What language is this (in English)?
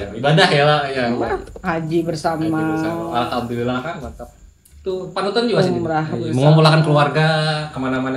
Banjar